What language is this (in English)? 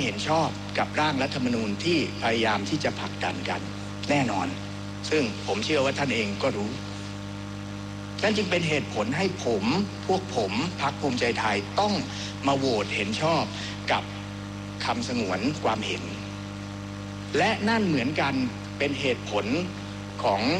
Thai